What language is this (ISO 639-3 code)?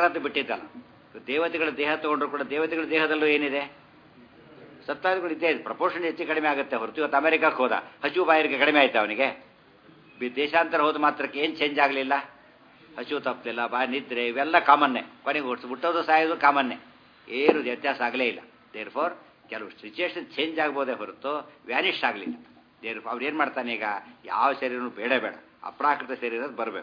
kan